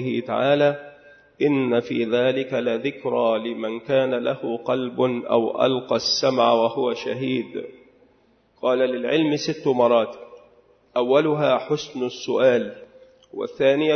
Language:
Arabic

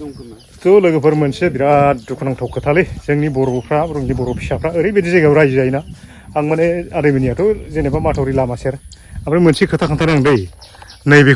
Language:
Bodo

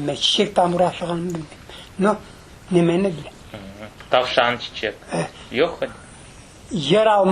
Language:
Crimean Tatar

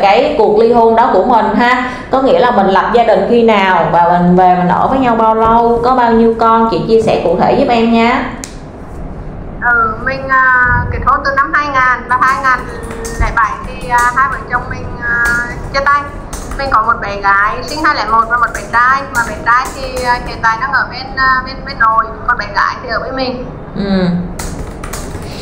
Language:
Vietnamese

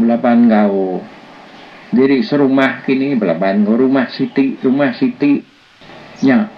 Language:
Iban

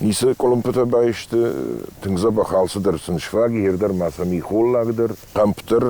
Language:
Ossetic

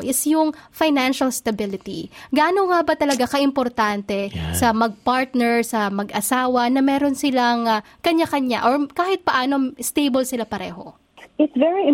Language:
Filipino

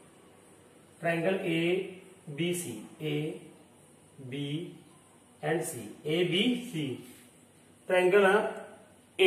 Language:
Hindi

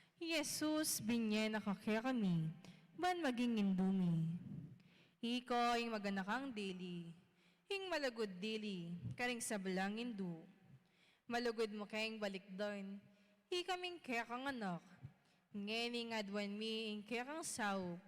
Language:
Pampanga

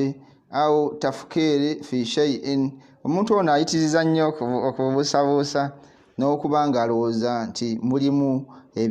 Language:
Ganda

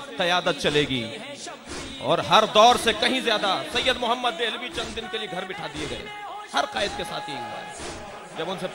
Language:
Urdu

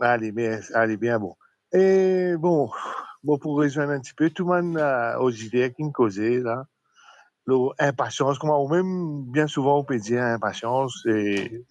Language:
Morisyen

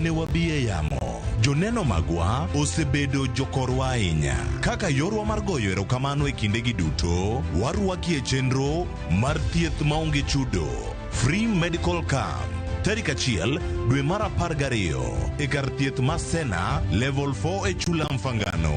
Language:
Luo (Kenya and Tanzania)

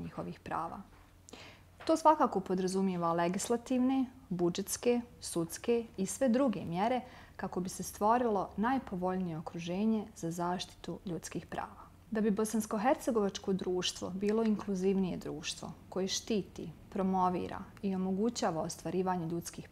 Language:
Bosnian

